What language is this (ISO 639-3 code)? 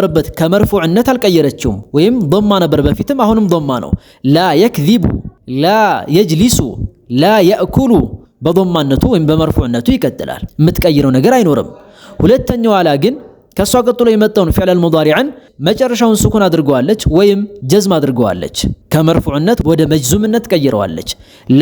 amh